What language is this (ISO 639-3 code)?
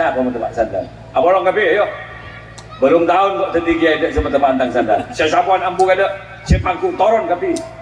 mad